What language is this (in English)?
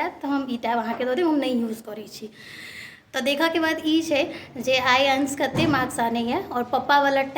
Maithili